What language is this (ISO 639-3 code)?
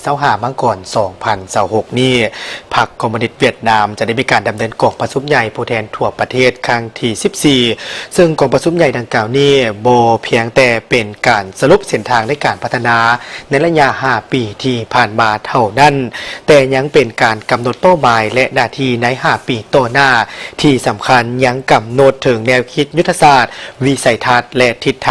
lao